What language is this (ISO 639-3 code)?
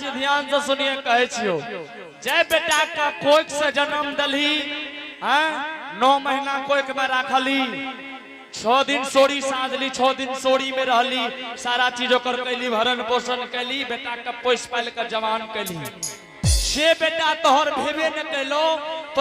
anp